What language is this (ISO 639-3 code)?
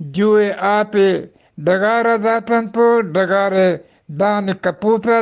bgp